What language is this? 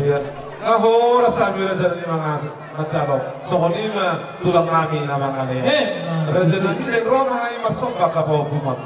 Batak Toba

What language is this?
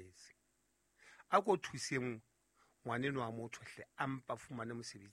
Southern Sotho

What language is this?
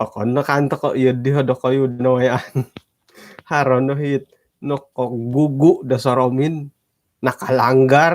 Central Dusun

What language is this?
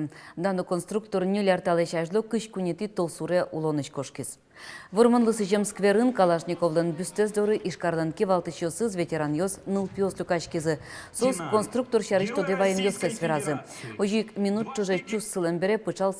Udmurt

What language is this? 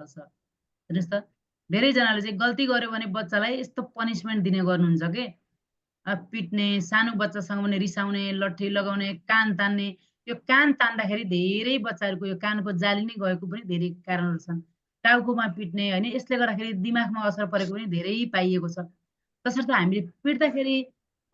Nepali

